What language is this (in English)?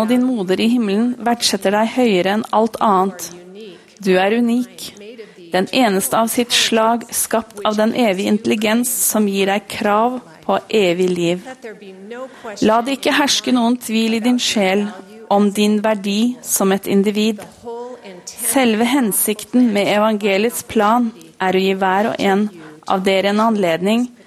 Norwegian